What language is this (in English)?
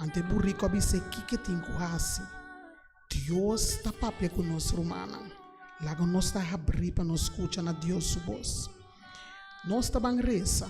Papiamento